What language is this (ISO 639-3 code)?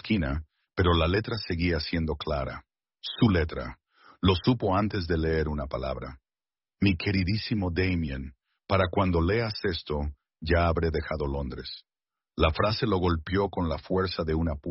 spa